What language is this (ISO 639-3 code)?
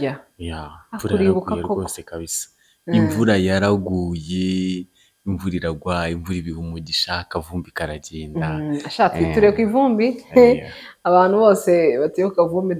kin